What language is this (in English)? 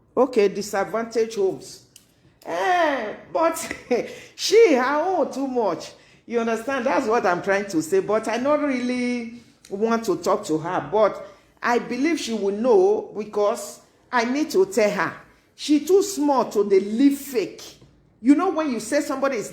Nigerian Pidgin